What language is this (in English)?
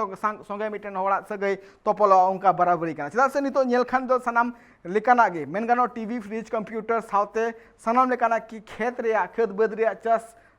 Santali